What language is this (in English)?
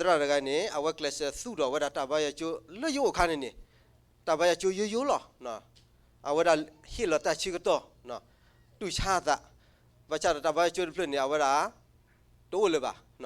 S'gaw Karen